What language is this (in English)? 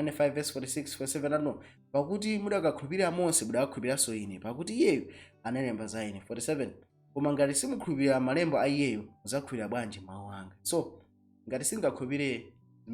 Nyanja